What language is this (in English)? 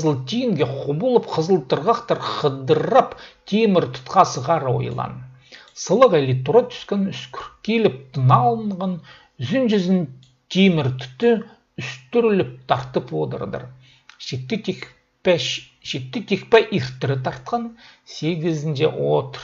Khakas